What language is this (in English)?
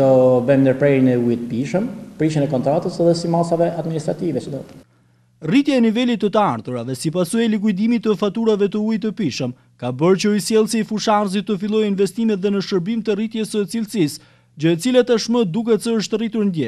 Albanian